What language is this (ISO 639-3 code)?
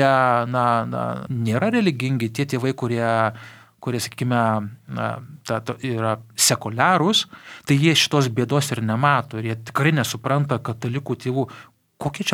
lit